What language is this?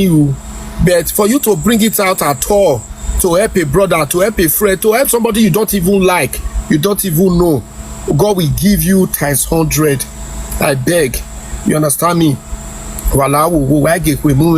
Nigerian Pidgin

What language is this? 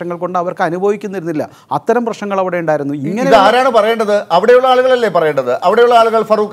Malayalam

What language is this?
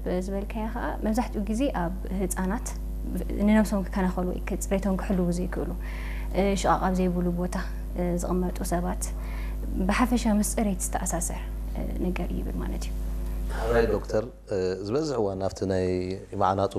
Tigrinya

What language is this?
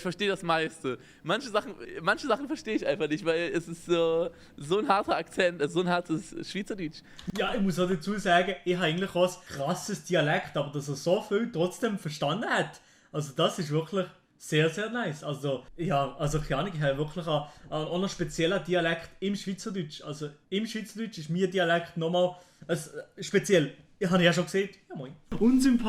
Swiss German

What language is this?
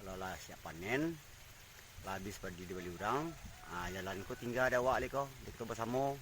Minangkabau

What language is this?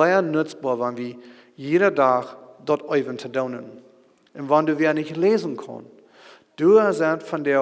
Plautdietsch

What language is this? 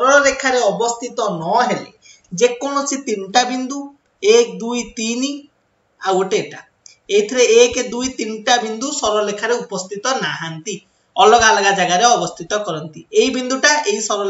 Odia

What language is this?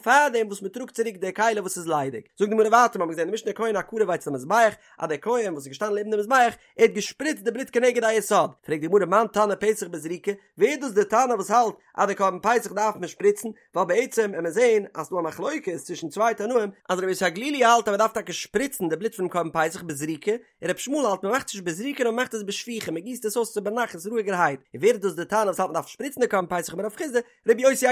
Yiddish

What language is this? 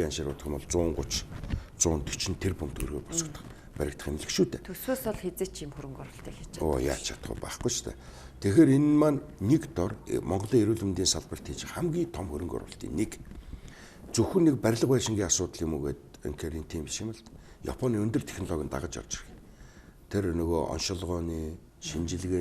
Mongolian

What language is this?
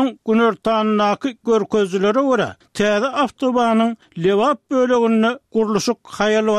Turkmen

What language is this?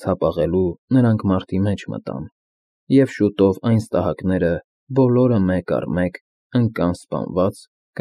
Armenian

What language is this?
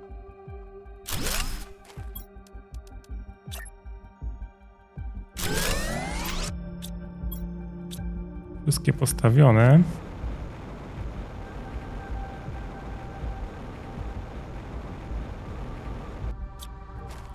Polish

